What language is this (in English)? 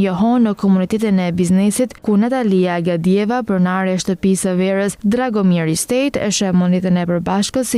Albanian